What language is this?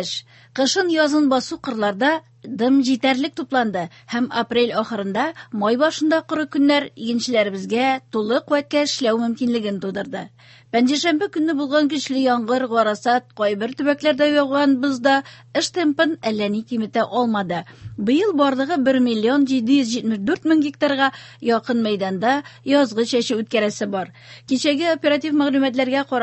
Tatar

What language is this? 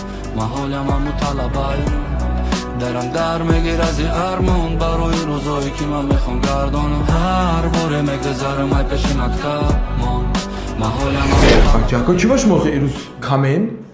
Tajik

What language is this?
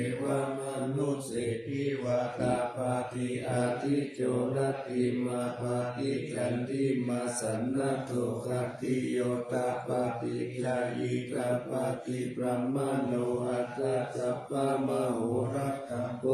Pali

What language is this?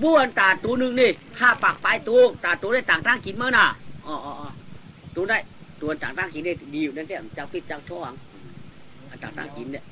Shan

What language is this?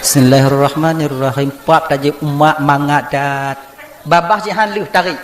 Achinese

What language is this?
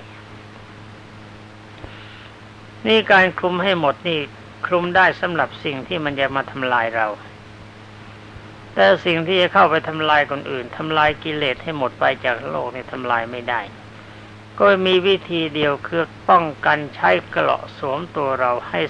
Thai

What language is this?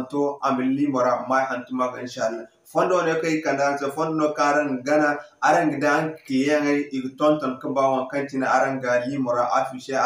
Zarma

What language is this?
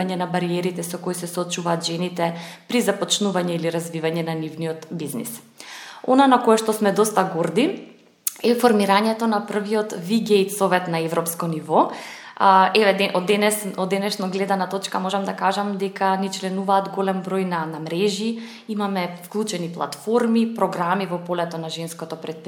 Macedonian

